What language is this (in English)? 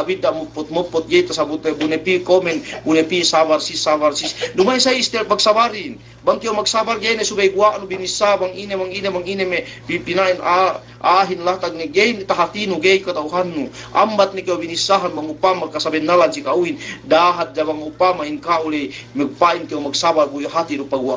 Yakan